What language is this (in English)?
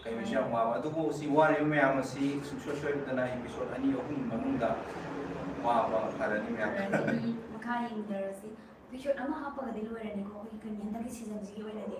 Manipuri